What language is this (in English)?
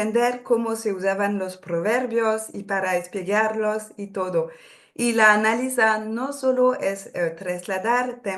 Ladino